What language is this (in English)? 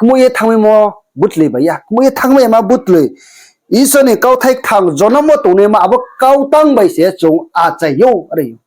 Riang (India)